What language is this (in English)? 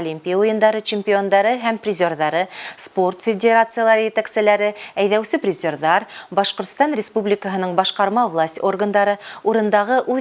Bashkir